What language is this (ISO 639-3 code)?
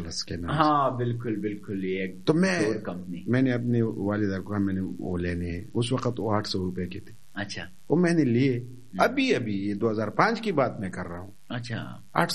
urd